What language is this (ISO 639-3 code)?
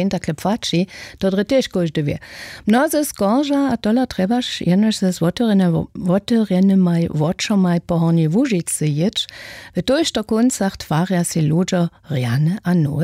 hsb